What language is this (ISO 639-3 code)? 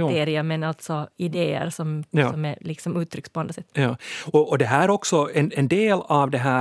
swe